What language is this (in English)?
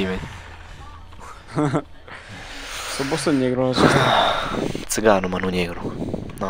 Romanian